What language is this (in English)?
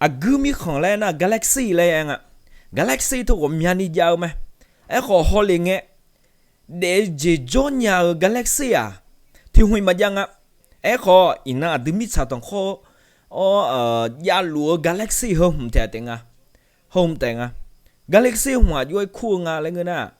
Akha